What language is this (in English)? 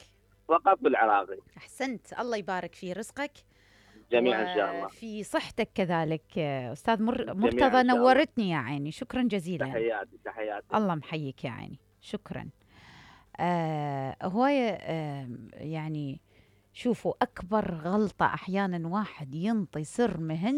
Mesopotamian Arabic